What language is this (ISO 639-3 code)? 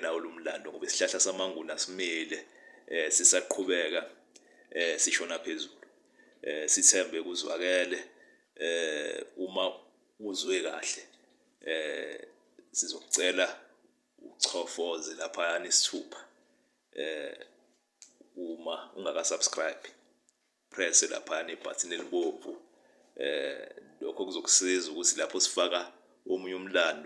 zul